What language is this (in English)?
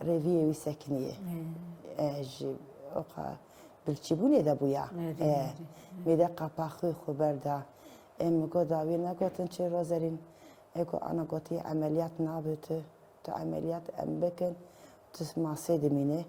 Kurdish